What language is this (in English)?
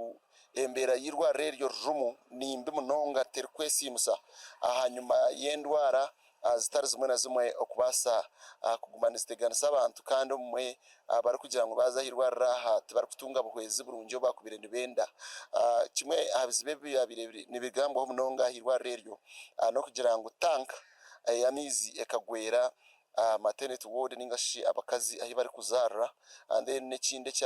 Nyankole